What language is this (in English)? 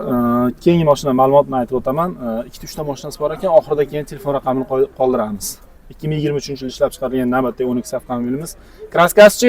Uzbek